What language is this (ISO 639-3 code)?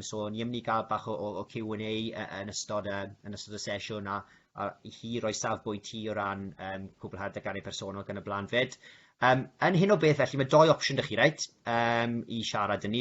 cym